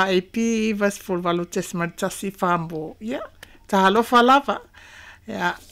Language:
Samoan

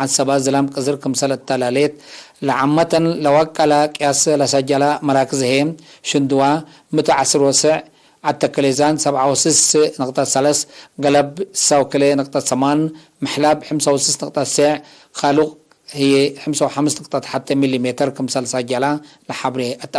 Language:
Tigre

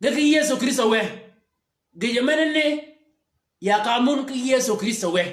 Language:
Shilluk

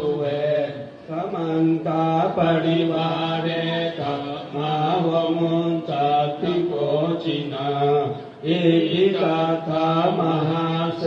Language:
Pali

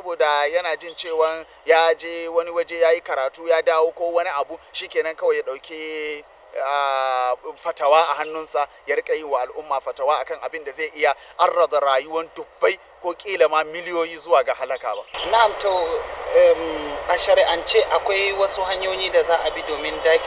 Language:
Hausa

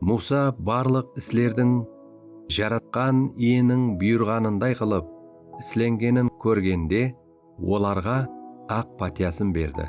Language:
Kara-Kalpak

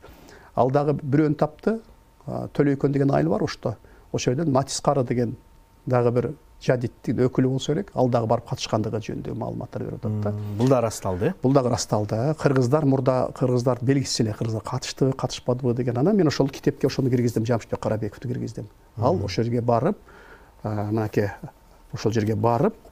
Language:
Kyrgyz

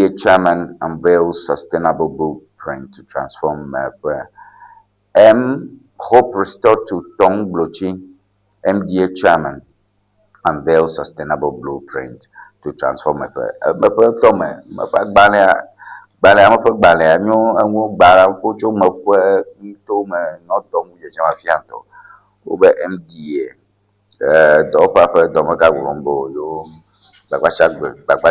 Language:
Ewe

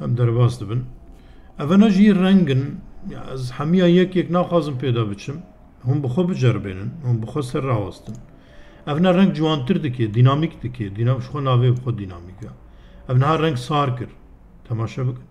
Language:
Kurdish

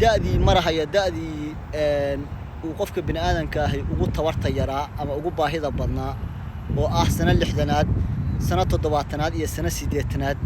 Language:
Somali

